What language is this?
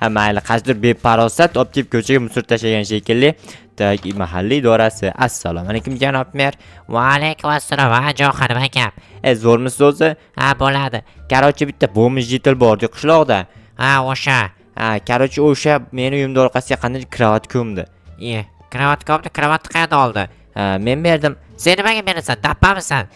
Uzbek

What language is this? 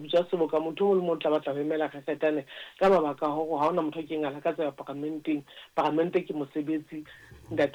Southern Sotho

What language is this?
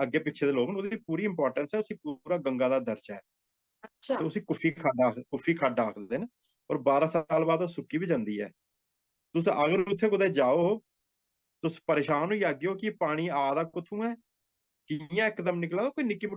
Dogri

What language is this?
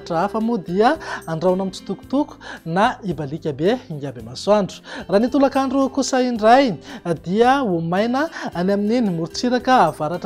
Malagasy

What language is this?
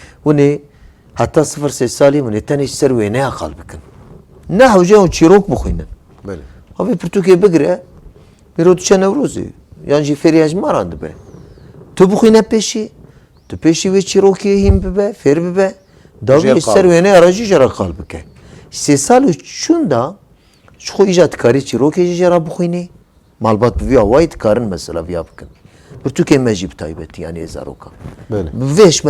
Kurdish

